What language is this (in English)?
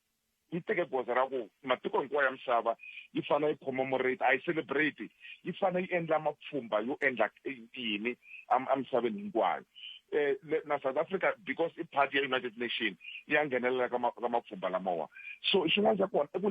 Tsonga